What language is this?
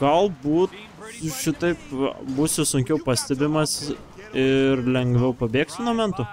Lithuanian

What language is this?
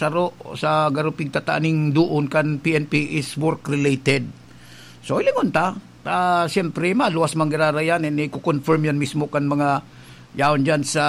Bikol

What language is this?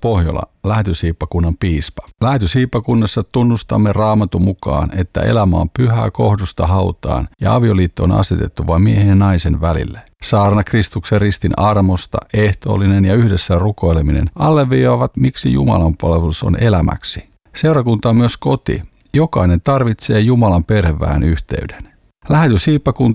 Finnish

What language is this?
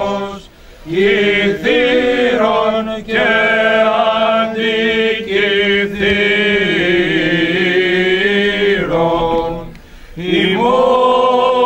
Greek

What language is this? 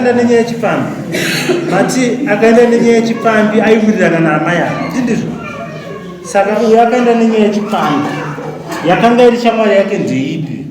Shona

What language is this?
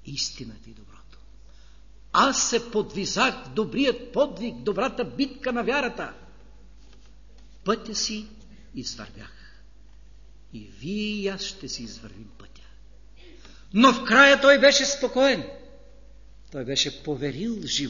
Bulgarian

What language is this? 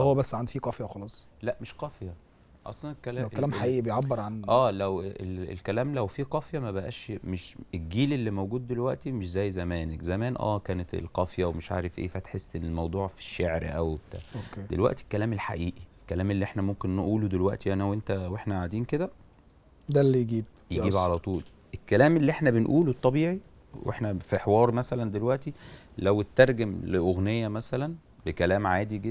Egyptian Arabic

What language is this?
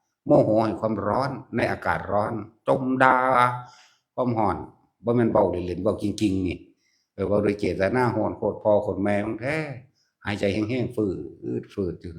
Northeastern Thai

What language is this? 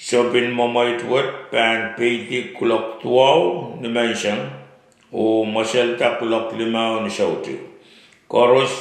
Pohnpeian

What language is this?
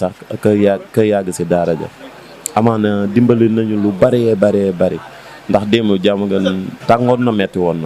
Wolof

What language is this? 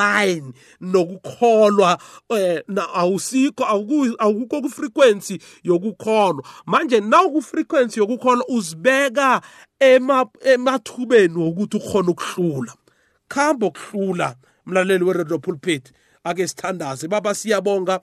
South Ndebele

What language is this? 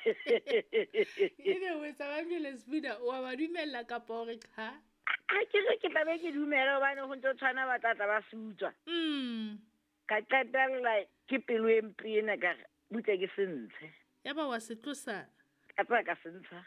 Southern Sotho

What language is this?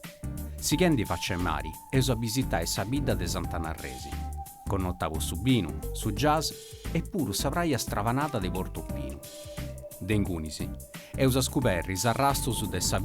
Sardinian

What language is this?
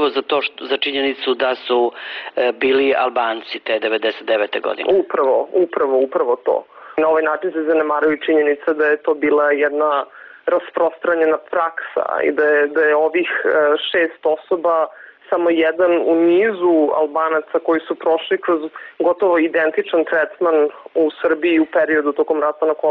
Bosnian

